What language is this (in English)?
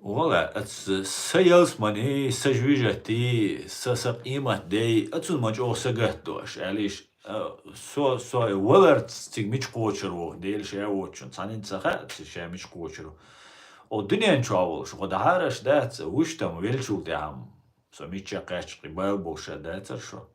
Chechen